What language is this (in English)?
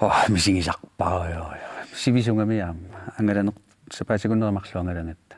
Kalaallisut